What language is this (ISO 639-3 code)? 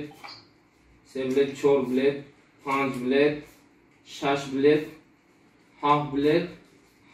tgk